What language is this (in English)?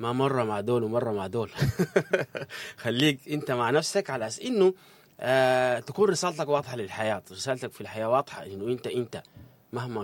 Sudanese Arabic